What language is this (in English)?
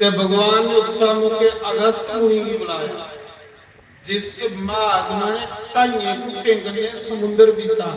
Dogri